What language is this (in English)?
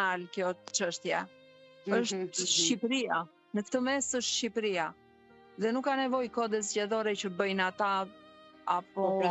Albanian